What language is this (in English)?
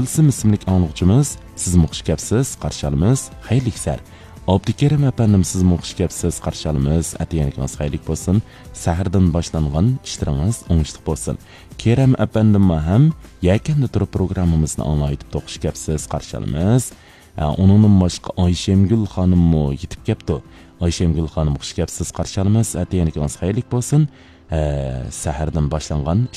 Uyghur